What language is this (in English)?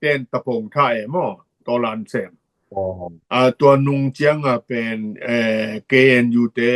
Tedim Chin